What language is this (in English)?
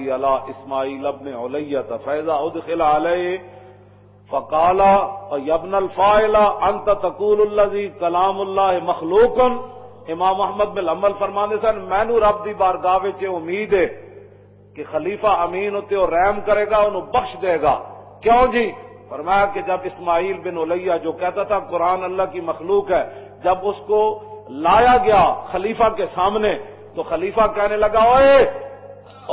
Western Panjabi